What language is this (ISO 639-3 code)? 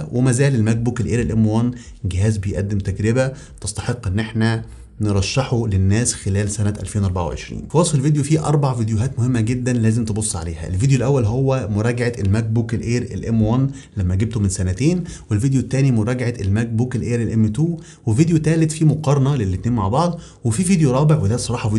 arz